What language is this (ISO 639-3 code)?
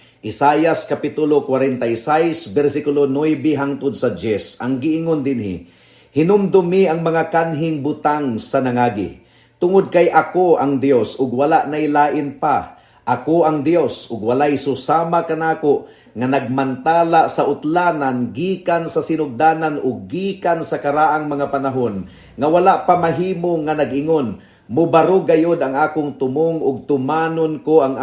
ceb